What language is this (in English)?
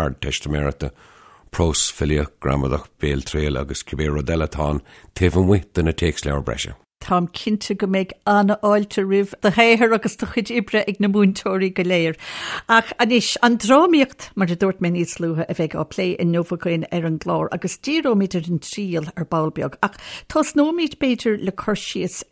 Irish